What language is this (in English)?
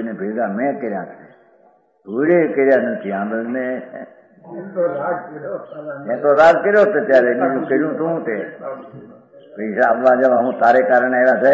Gujarati